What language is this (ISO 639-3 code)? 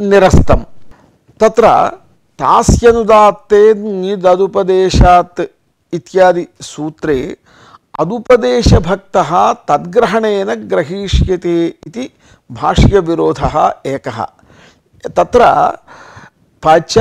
san